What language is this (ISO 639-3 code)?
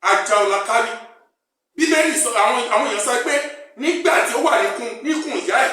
yor